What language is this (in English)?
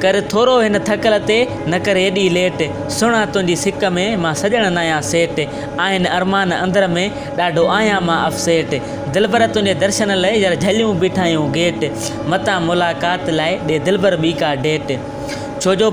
Sindhi